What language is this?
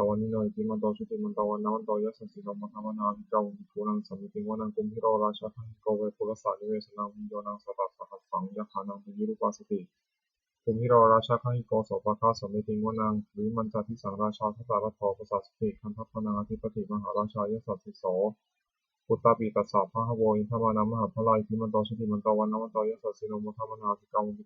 Pali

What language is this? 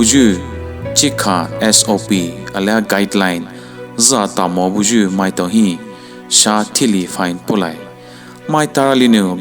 Poumei Naga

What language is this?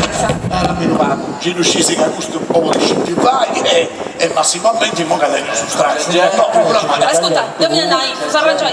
Sardinian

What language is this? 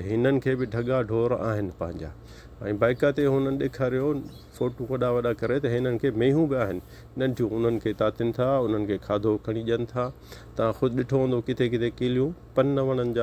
Sindhi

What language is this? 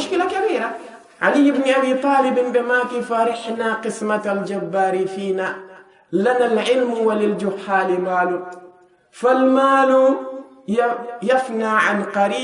Fula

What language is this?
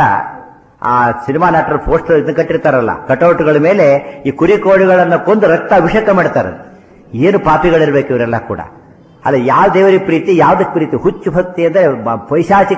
Kannada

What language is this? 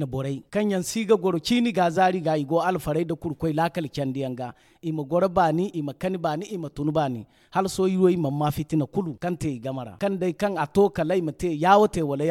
Zarma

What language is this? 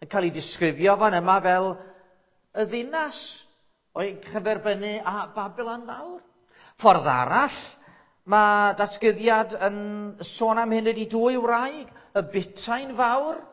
Welsh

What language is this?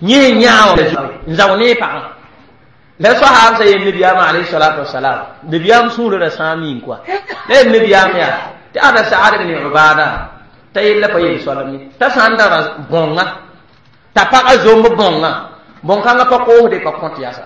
Mossi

